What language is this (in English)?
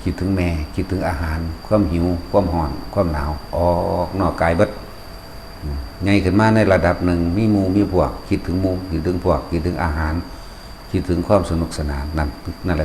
Northeastern Thai